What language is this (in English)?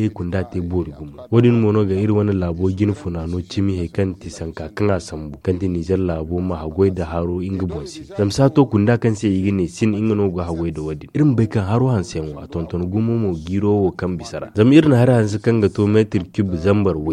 Zarma